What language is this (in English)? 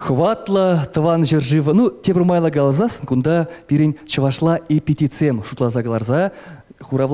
Chuvash